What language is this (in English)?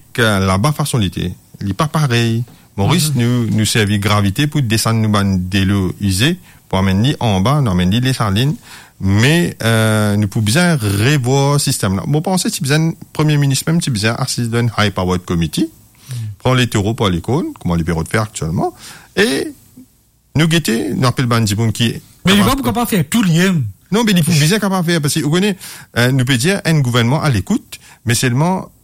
Morisyen